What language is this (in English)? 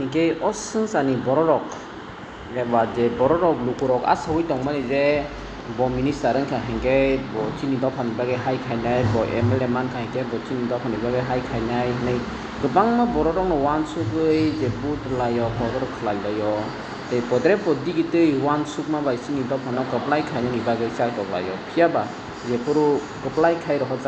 Kok Borok